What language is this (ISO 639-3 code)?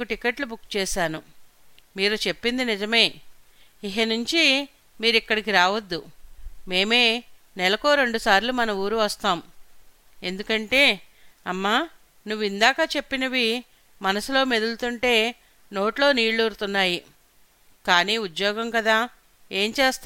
tel